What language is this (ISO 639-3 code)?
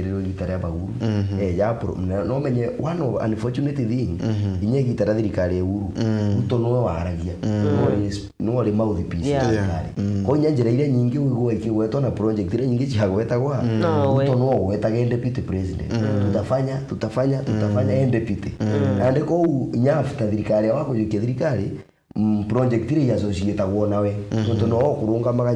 mer